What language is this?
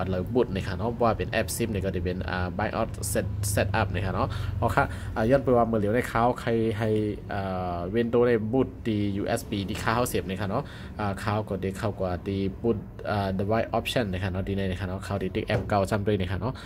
Shan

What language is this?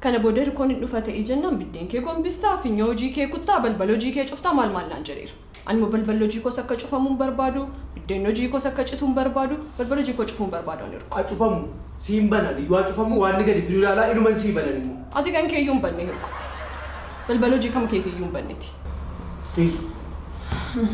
Oromo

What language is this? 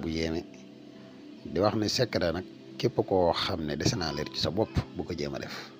Wolof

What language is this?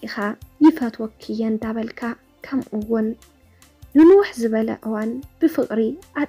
Tigrinya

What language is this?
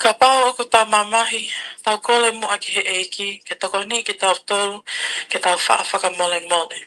Tongan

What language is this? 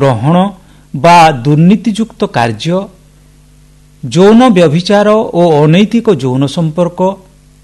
Odia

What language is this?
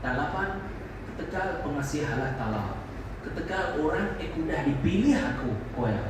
Iban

